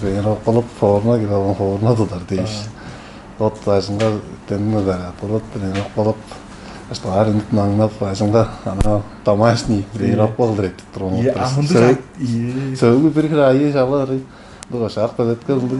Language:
Tuvinian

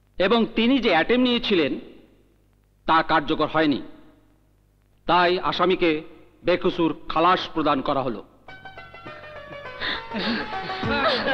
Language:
Bangla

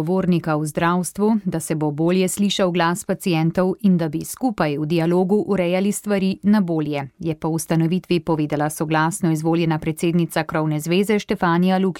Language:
Slovenian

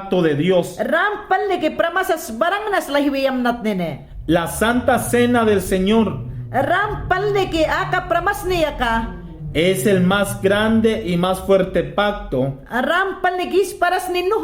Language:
Mayangna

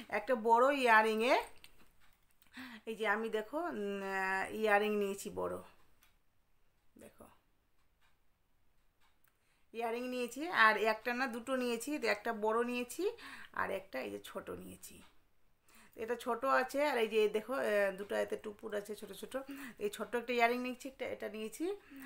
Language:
Bangla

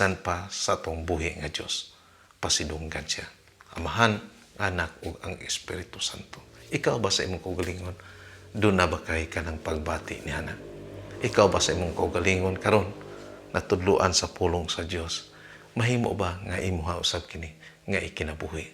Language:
Cebuano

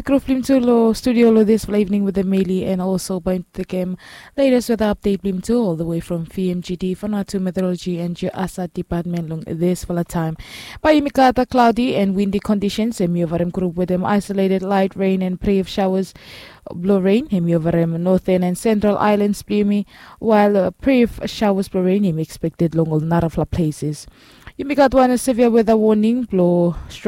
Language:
Bislama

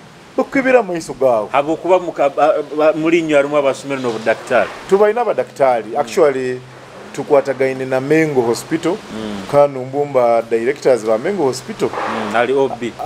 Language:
Nyoro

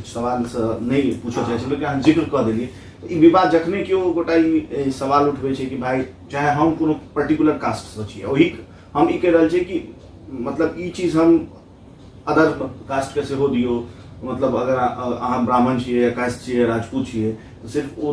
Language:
Maithili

